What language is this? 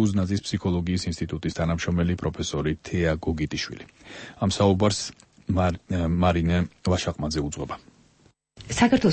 Georgian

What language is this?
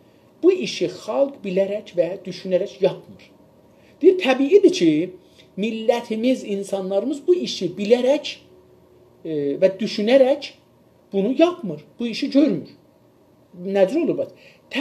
South Azerbaijani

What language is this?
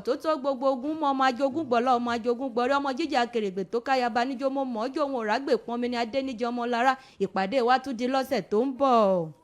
Yoruba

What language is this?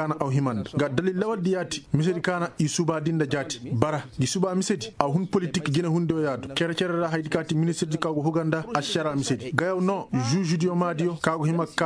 Koyraboro Senni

